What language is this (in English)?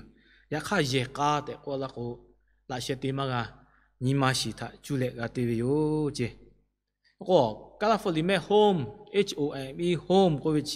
Lahu